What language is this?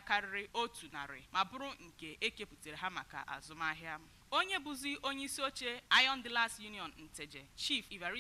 Igbo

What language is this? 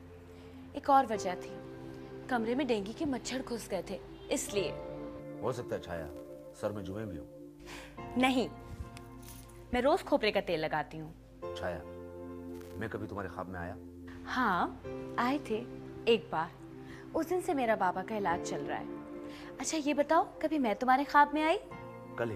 Hindi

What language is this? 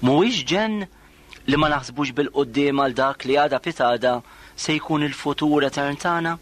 Maltese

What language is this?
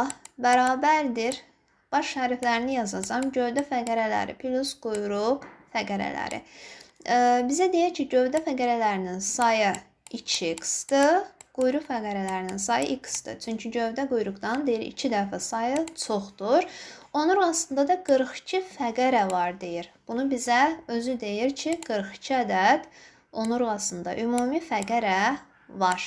Azerbaijani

